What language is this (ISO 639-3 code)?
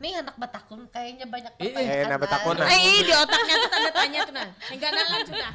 bjn